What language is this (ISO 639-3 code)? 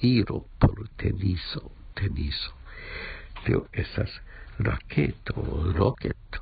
epo